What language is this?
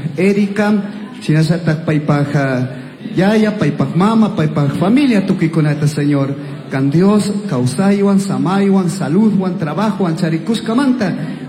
Chimborazo Highland Quichua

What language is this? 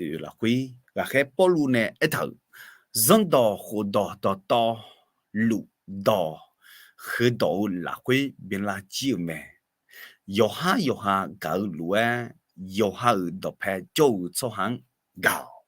Akha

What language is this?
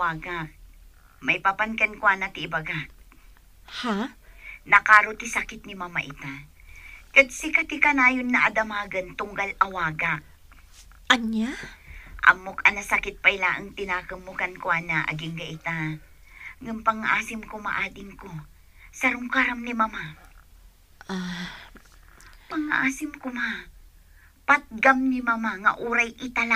Iloko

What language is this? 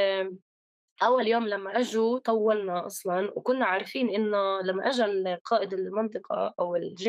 North Levantine Arabic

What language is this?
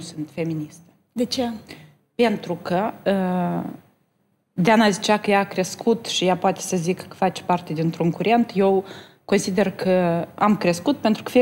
Romanian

